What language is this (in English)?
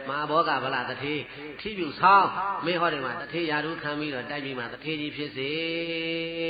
Burmese